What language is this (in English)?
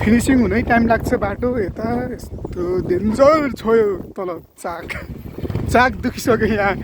Nepali